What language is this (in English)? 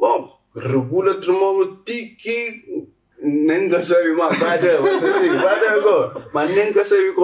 Kabuverdianu